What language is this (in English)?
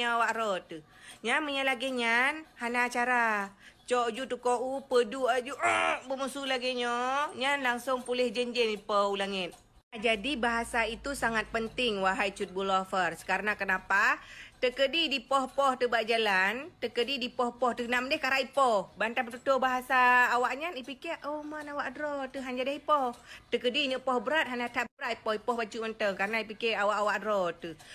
Achinese